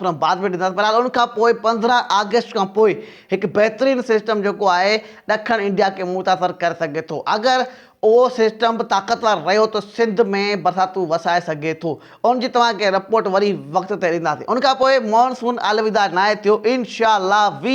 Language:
Sindhi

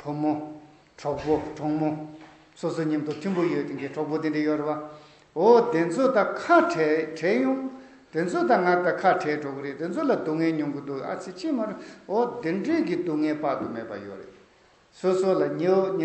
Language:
Tibetan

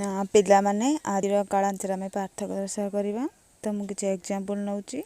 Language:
Odia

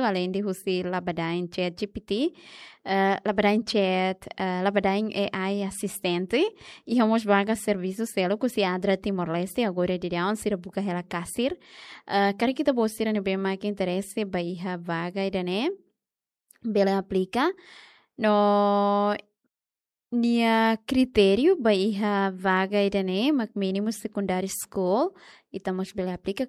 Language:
Tetum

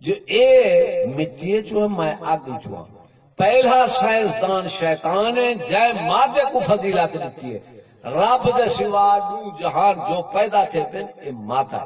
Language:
Saraiki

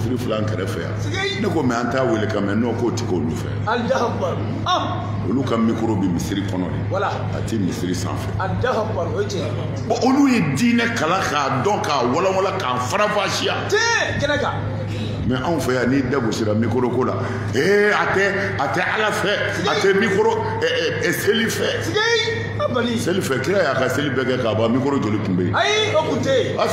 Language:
Bambara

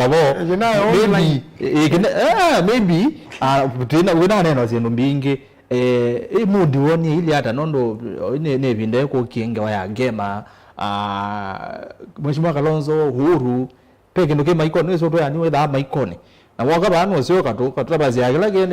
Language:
Kamba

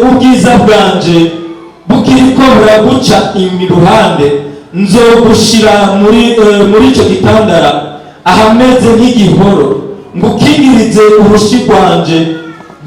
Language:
Rundi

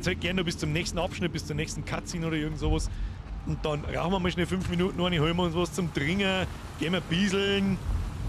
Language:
Bavarian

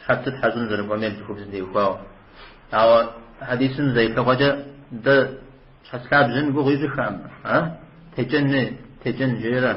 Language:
Kabardian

